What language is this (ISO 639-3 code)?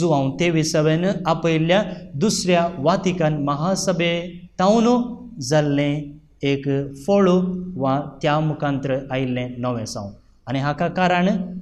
kok